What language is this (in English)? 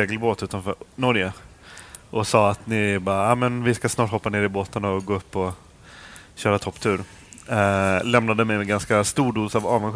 Swedish